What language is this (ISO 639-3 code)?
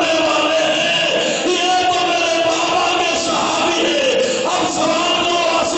urd